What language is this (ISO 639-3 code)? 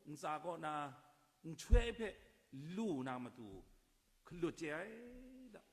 kac